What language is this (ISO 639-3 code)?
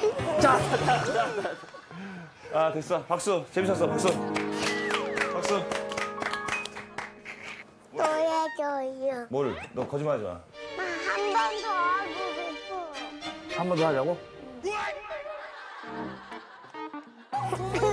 kor